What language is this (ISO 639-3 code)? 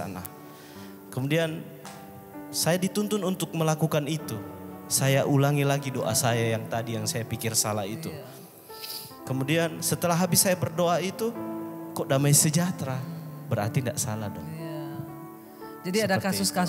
ind